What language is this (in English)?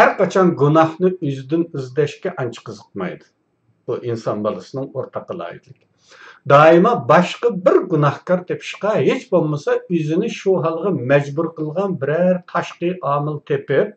Uyghur